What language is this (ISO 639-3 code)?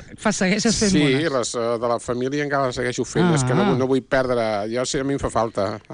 cat